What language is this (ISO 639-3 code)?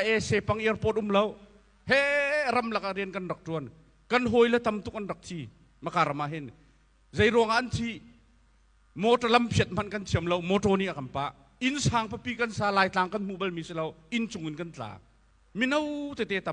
cnh